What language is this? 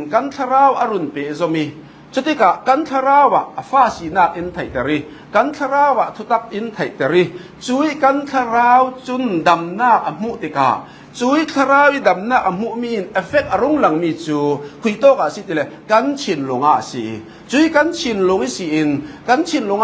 Falam Chin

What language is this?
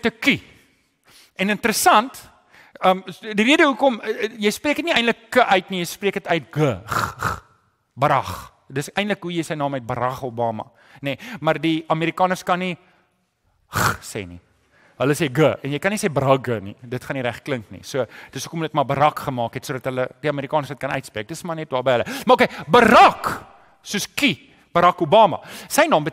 Afrikaans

